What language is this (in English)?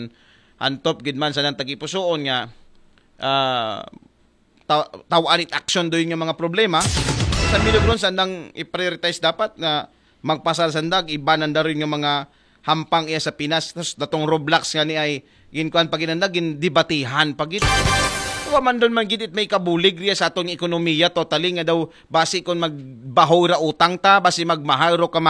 Aklanon